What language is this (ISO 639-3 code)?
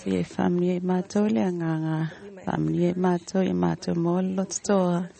smo